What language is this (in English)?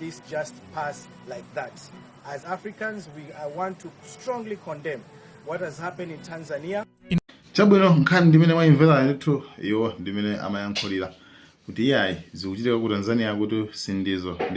Nyanja